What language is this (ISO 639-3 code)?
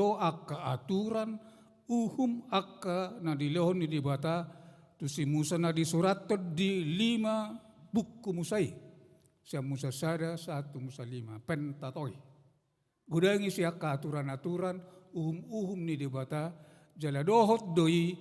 bbc